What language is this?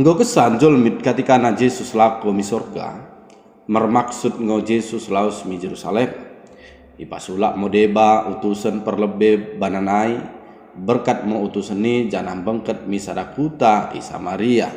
Batak Dairi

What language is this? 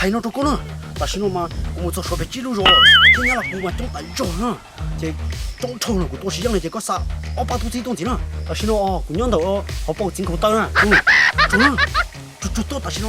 Hmong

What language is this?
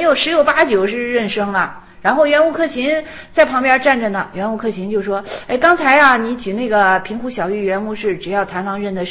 Chinese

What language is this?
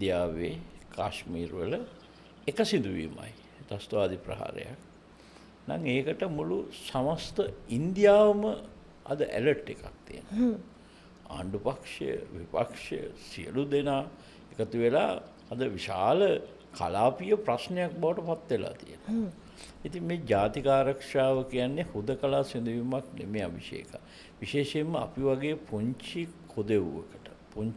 Sinhala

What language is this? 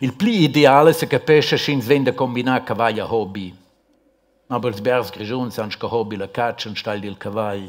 Romansh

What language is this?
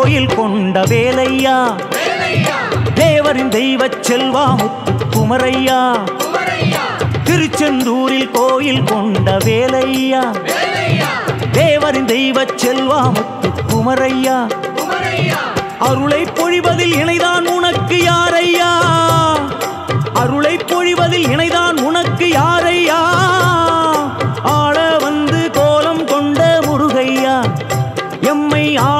Tamil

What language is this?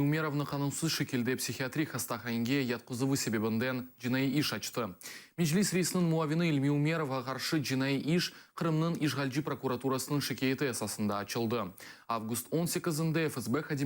Crimean Tatar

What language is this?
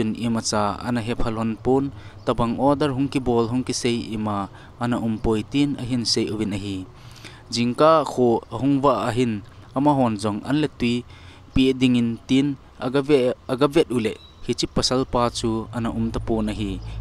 Thado Chin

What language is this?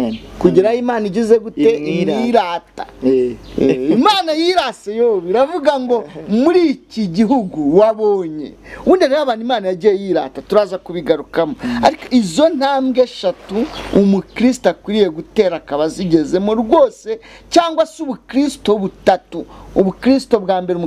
Kinyarwanda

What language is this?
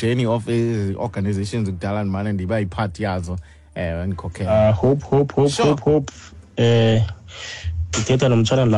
Xhosa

